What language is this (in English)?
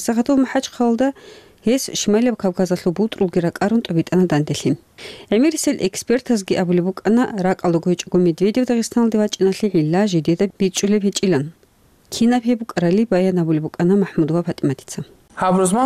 Avaric